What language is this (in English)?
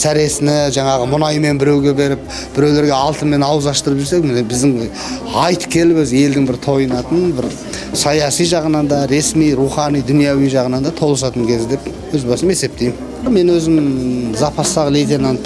Kazakh